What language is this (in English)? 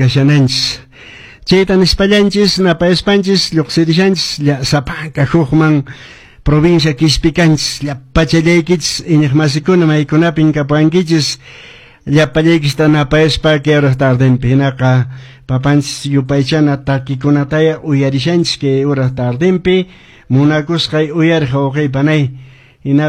Quechua